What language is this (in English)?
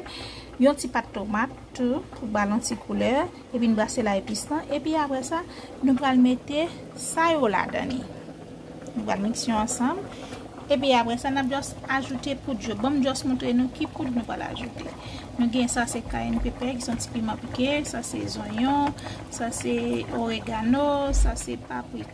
Haitian Creole